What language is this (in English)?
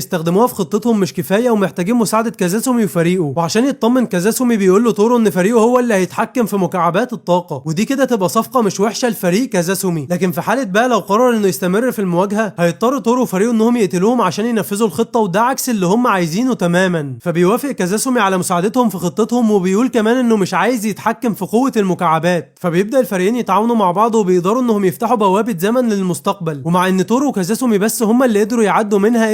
Egyptian Arabic